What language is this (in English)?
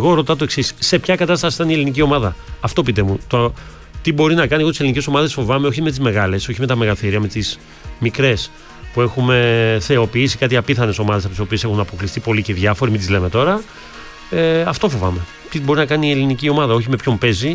Greek